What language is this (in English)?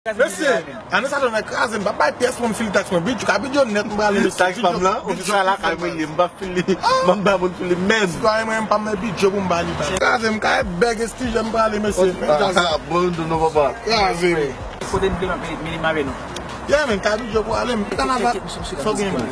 Haitian Creole